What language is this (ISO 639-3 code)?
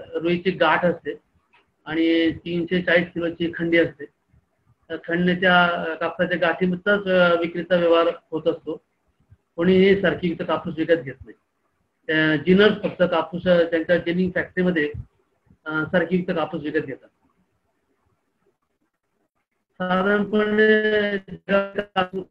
mar